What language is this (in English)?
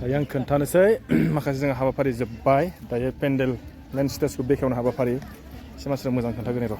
Bodo